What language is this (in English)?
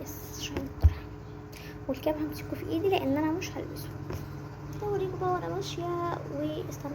Egyptian Arabic